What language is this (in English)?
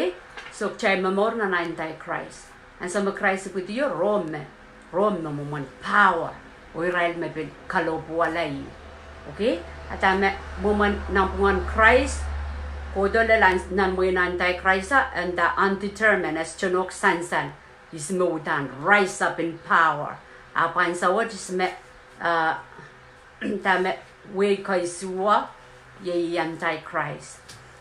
Pohnpeian